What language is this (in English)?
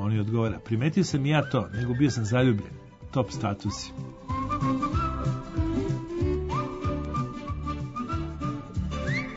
Serbian